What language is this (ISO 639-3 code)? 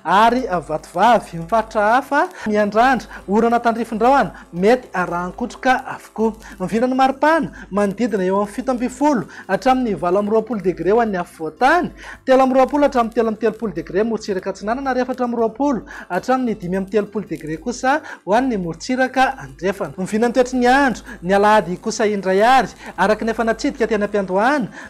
mlg